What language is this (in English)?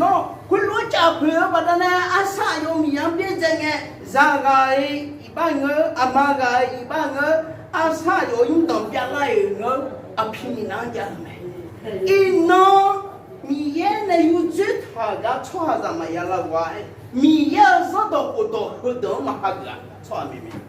Akha